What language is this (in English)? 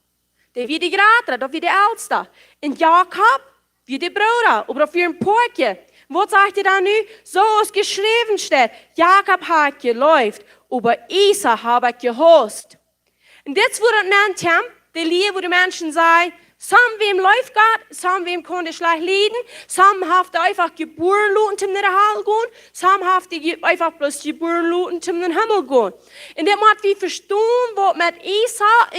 Plautdietsch